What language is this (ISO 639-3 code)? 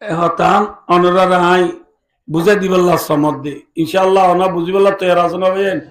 rhg